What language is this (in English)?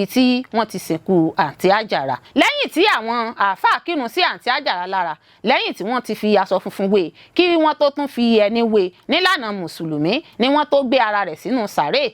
Yoruba